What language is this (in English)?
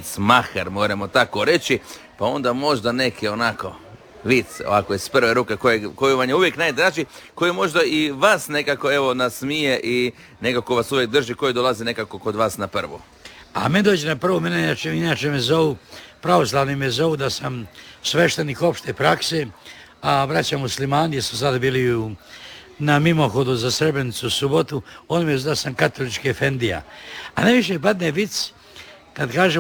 Croatian